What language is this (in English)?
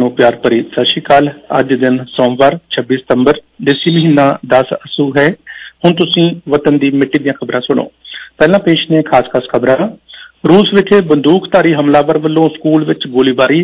Punjabi